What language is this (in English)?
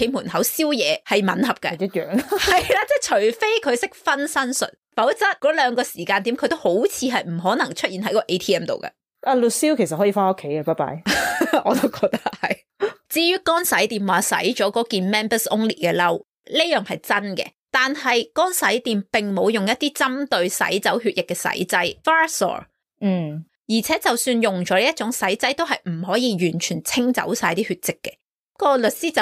Cantonese